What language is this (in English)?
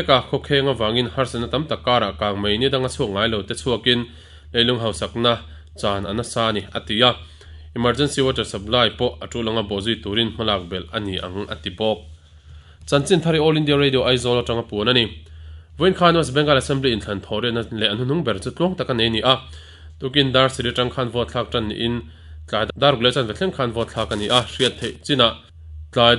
Mizo